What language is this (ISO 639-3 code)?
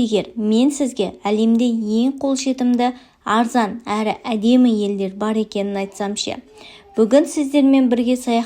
kaz